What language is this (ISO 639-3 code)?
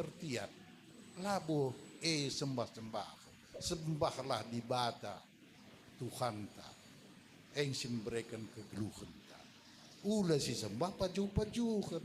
btx